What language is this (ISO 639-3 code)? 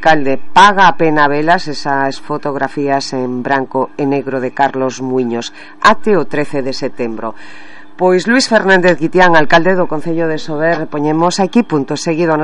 glg